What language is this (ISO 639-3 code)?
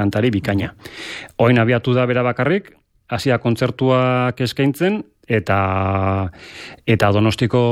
eus